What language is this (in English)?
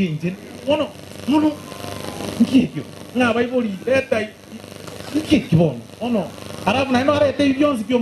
Gusii